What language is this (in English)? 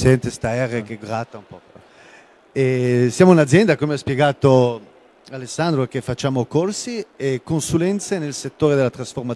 Italian